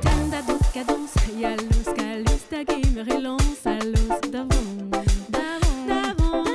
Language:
Breton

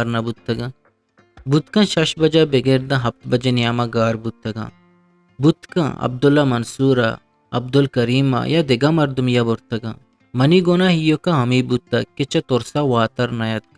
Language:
Eastern Balochi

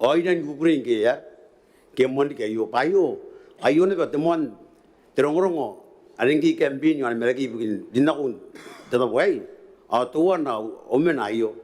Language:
Gilbertese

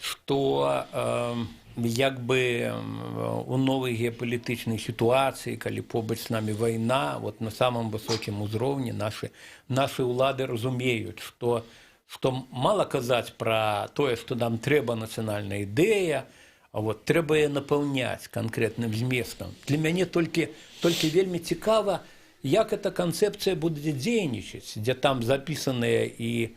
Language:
Belarusian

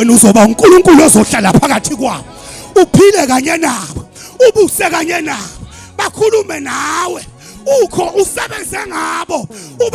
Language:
Zulu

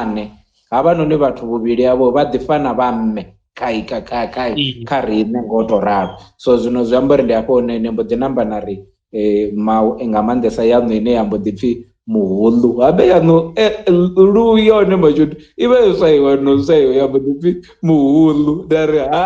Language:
Venda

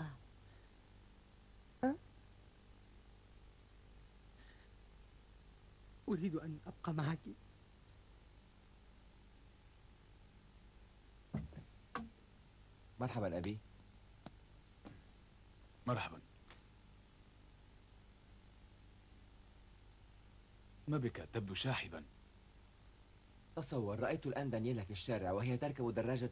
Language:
Arabic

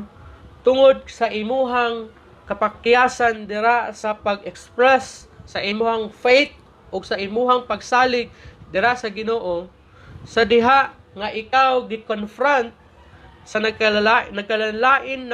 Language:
Cebuano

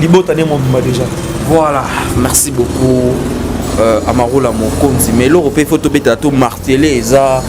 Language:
Lingala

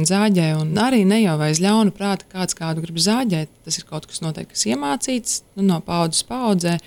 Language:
Latvian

